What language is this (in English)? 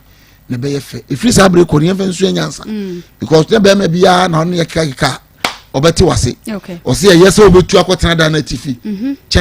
Akan